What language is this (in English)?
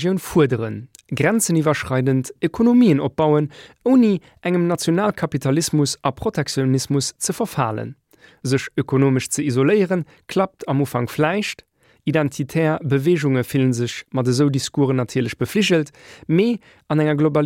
Luxembourgish